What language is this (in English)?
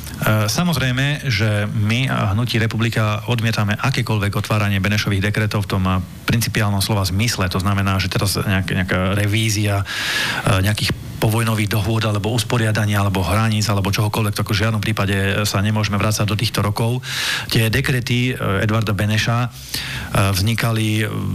Slovak